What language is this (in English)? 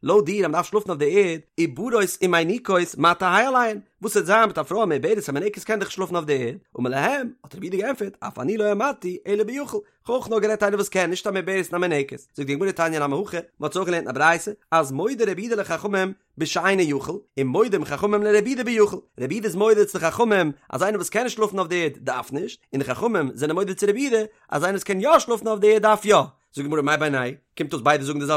Yiddish